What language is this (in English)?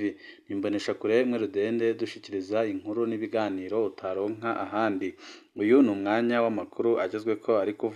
Rundi